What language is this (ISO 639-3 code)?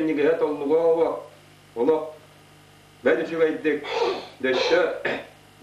sah